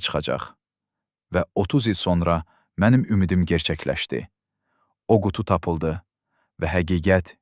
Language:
Azerbaijani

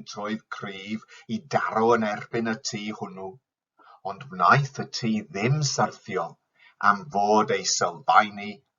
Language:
Welsh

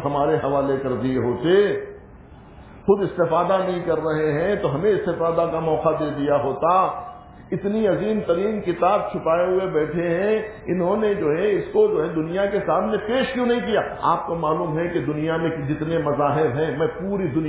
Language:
Urdu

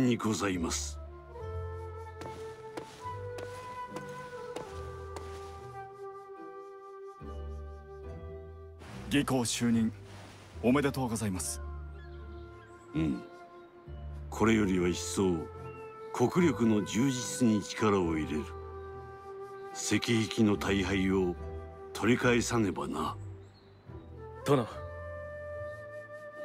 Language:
Japanese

